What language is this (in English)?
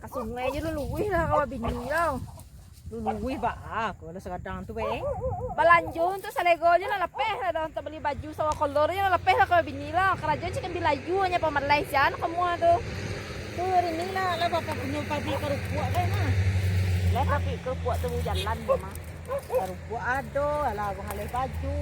Minangkabau